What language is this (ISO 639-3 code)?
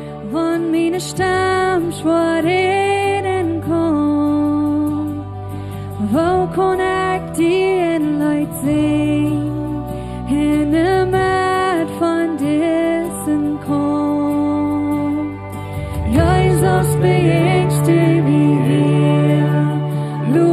pdt